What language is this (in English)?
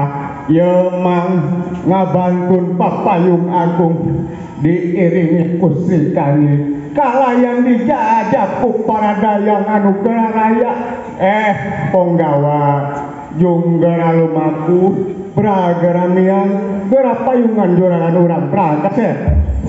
Sundanese